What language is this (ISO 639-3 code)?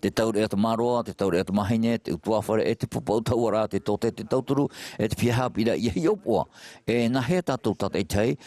tah